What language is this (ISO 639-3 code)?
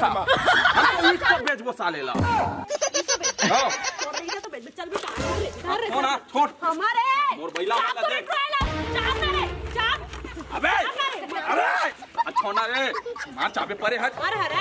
hne